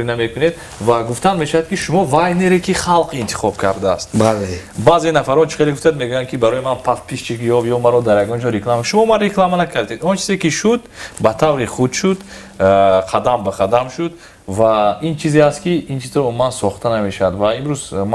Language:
Tajik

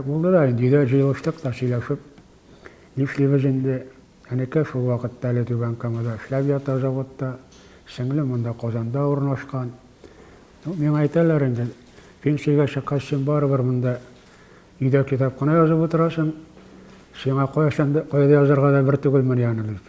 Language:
Tatar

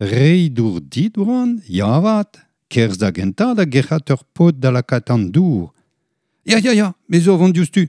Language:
Breton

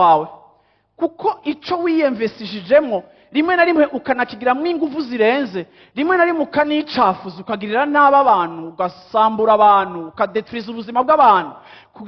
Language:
Rundi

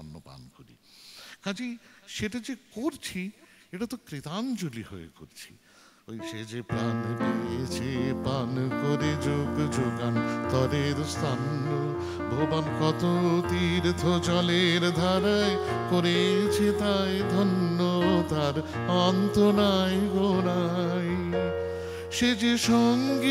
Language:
Bangla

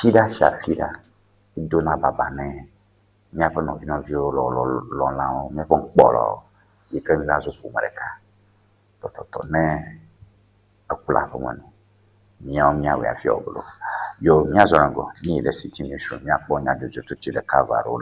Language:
Ewe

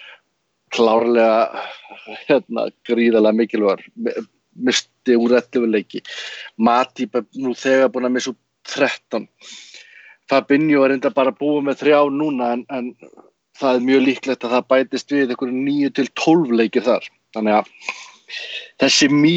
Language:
Icelandic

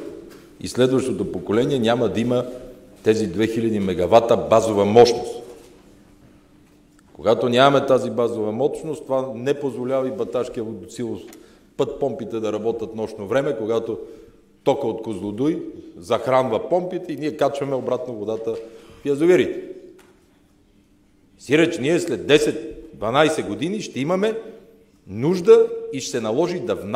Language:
Bulgarian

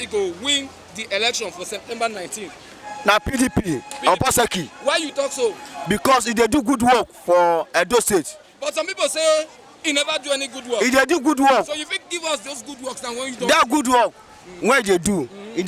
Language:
Nigerian Pidgin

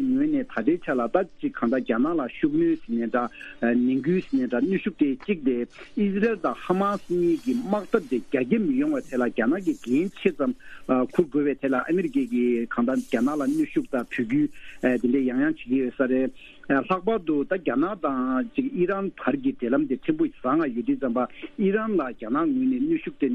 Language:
Tibetan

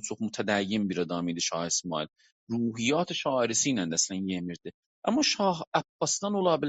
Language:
South Azerbaijani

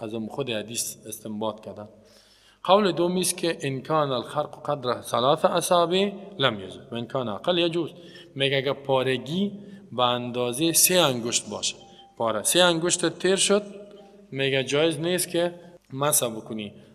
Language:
Persian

